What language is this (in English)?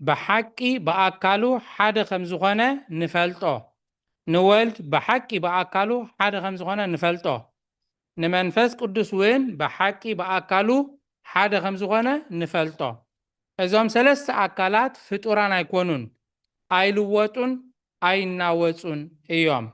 Tigrinya